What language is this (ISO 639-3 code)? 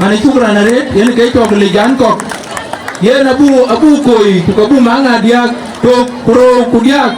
din